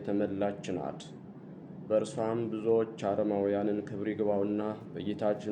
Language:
Amharic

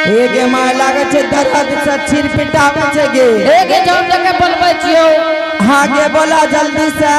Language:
Angika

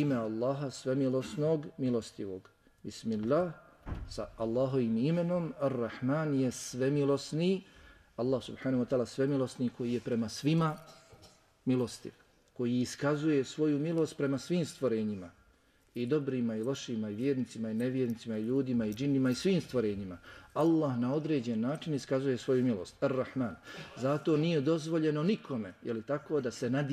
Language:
Bosnian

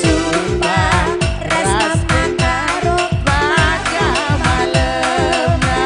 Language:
Batak Karo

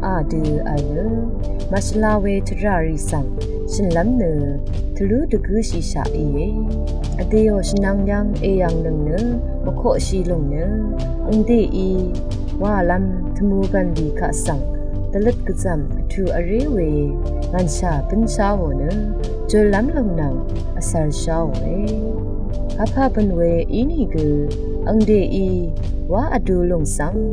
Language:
Rawang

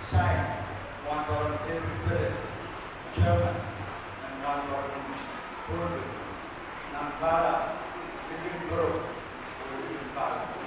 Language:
Pohnpeian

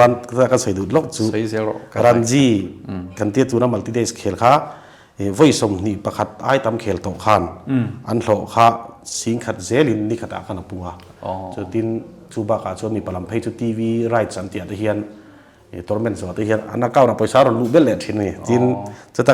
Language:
Mizo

